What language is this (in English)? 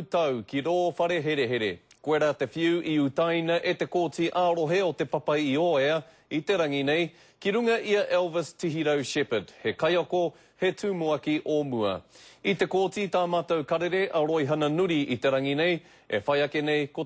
Māori